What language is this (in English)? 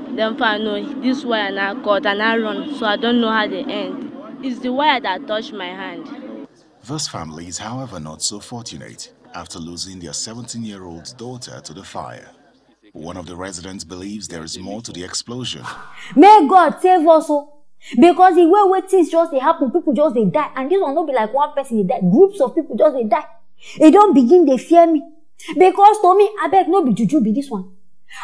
Nigerian Pidgin